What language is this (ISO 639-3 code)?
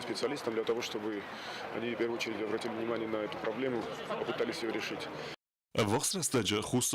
oss